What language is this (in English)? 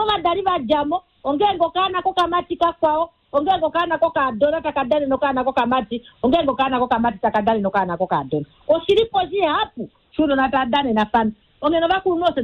Kuanyama